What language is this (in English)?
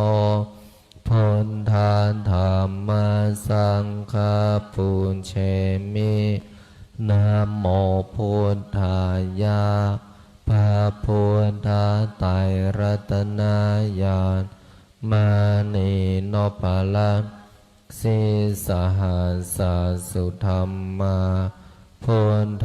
Pali